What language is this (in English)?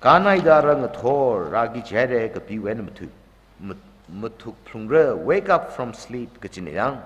Tangkhul Naga (India)